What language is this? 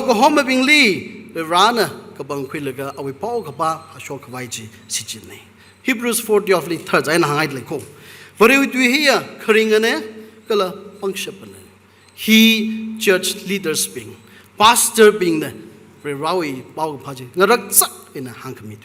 Tangkhul Naga (India)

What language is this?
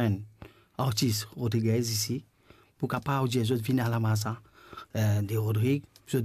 Morisyen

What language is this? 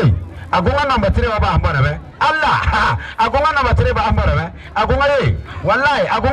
Frafra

